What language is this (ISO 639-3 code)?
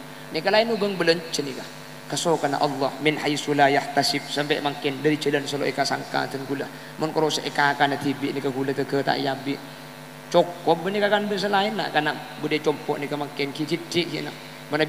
mad